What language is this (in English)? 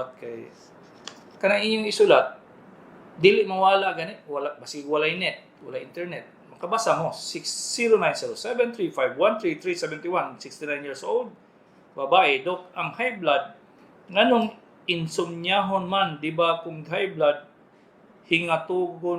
Cebuano